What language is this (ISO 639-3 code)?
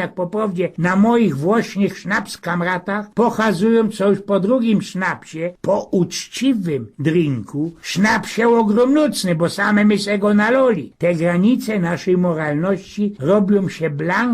szl